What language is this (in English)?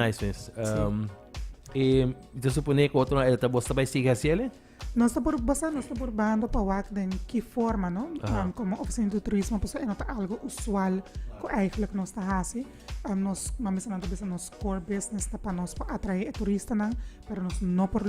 Papiamento